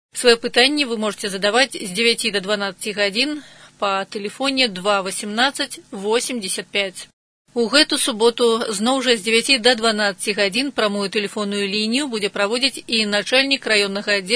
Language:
Belarusian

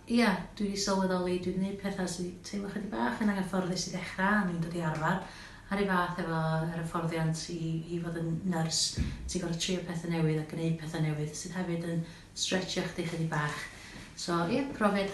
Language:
Welsh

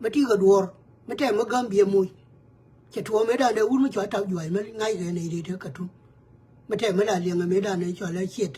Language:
Nuer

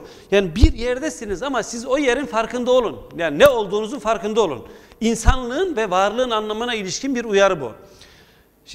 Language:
Turkish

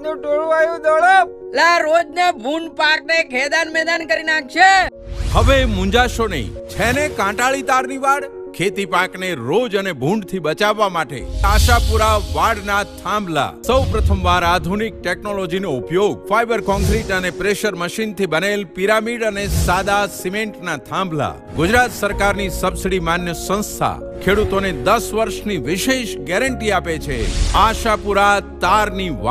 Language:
Gujarati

